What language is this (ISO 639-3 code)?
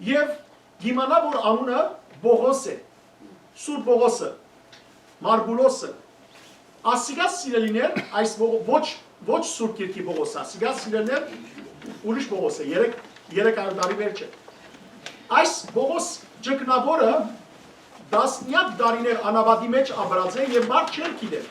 hyw